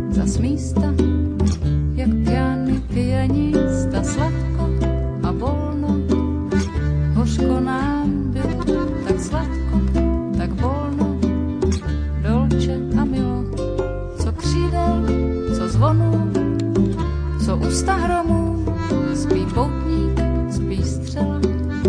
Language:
Czech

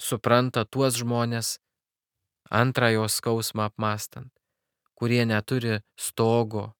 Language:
Lithuanian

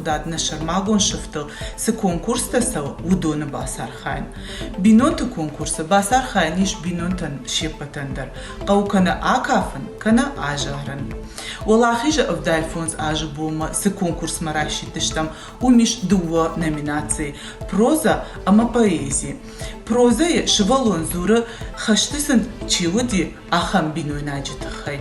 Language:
Ossetic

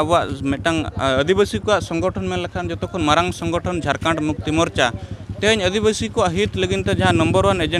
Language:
Santali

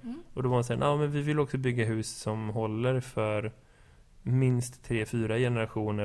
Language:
Swedish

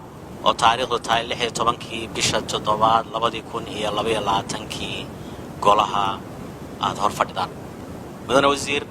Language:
Somali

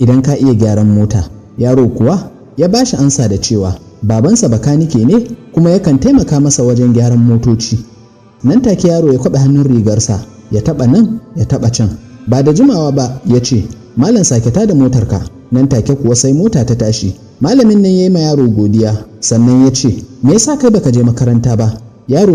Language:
Hausa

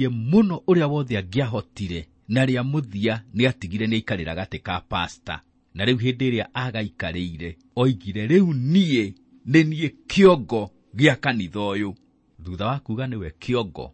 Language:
Kikuyu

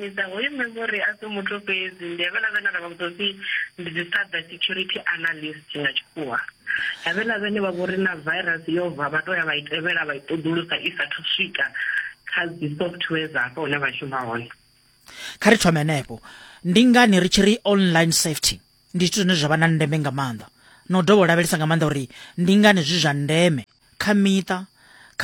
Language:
Venda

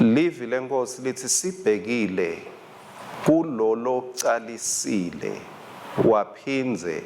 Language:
Swati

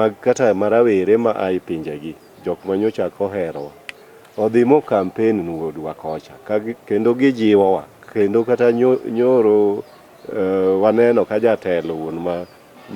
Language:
Luo (Kenya and Tanzania)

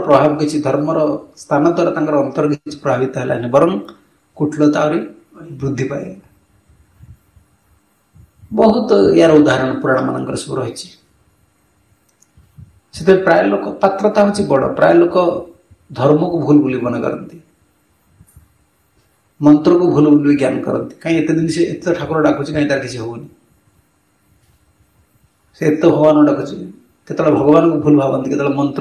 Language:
Odia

